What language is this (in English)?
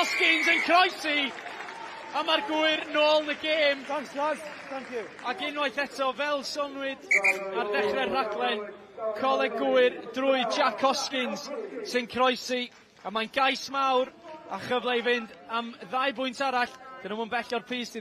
Welsh